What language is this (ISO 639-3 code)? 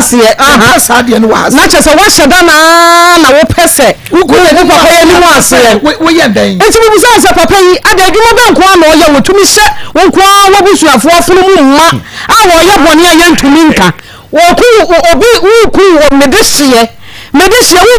aka